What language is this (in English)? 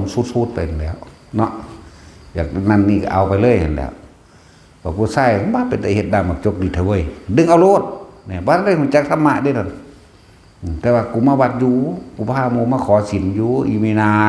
Northeastern Thai